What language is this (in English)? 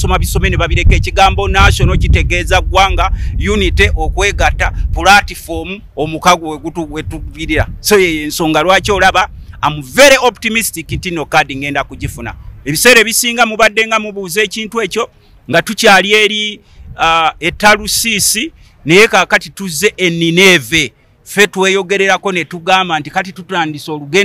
Ganda